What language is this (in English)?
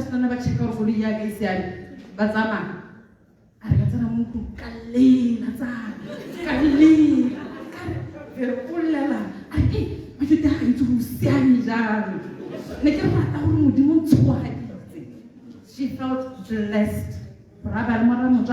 Tswana